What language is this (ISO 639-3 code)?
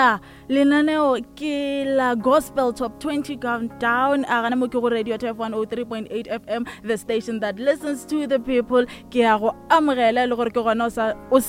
nso